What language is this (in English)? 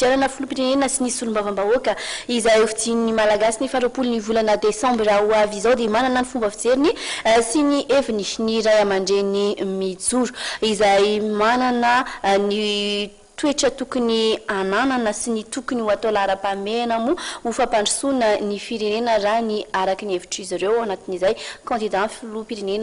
Malagasy